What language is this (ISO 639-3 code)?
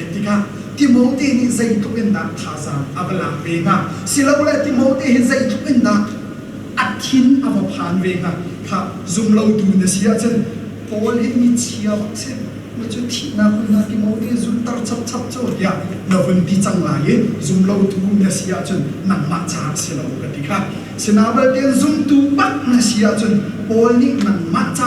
cnh